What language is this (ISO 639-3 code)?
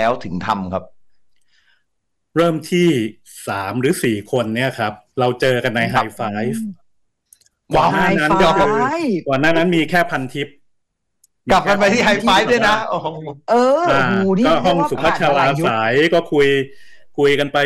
tha